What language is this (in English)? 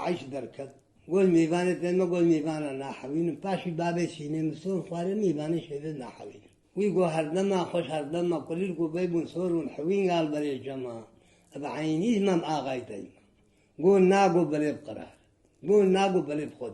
Kurdish